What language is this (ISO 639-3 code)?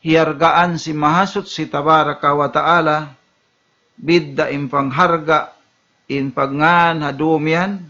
tsg